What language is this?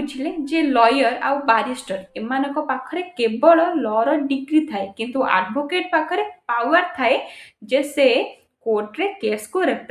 Odia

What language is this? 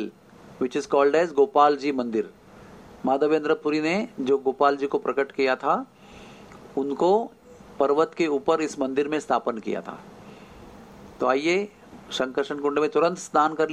Hindi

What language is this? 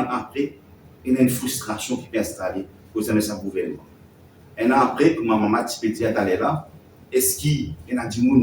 Morisyen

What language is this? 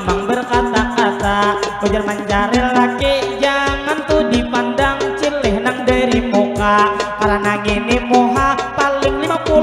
Banjar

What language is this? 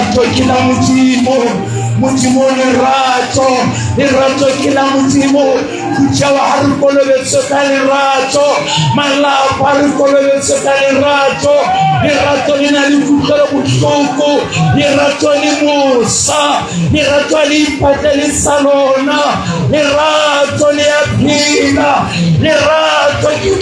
Southern Sotho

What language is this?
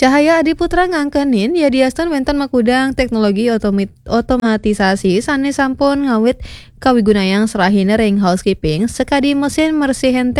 Balinese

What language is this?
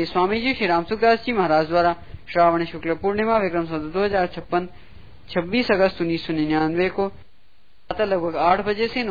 Hindi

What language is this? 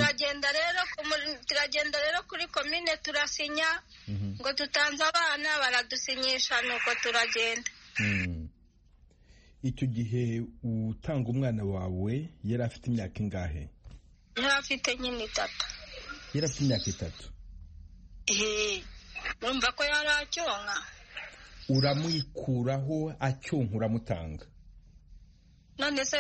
Kinyarwanda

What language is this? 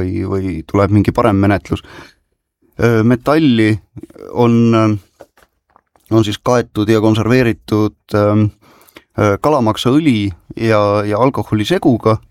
Estonian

